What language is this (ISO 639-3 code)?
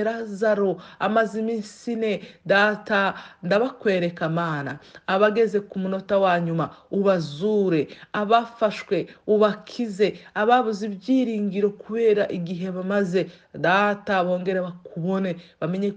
kin